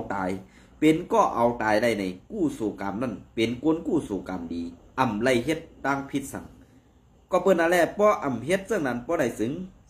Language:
Shan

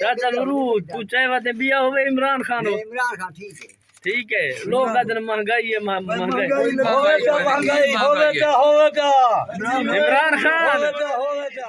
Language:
Saraiki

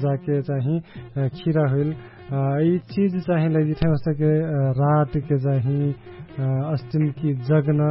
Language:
Dangaura Tharu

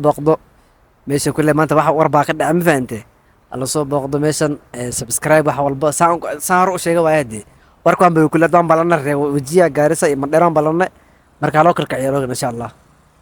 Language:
Somali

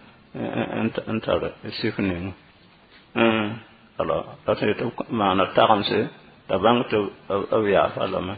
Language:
Mossi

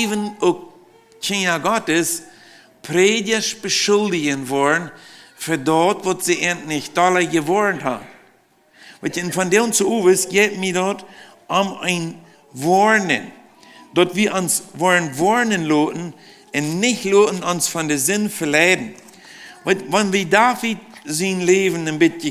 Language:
Plautdietsch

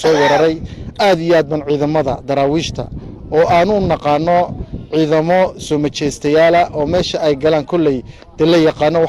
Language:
Somali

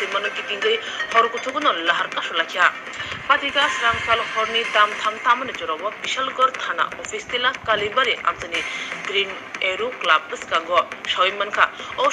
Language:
Kok Borok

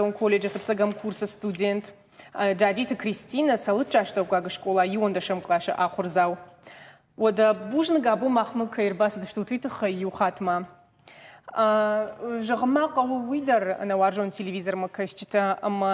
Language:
Ossetic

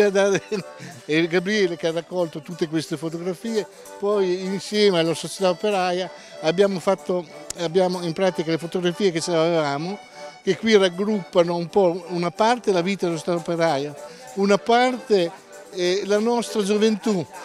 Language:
Italian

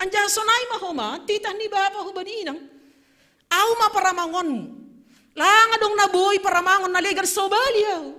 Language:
Batak Simalungun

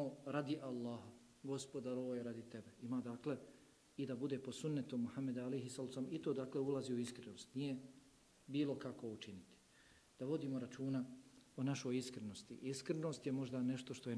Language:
Bosnian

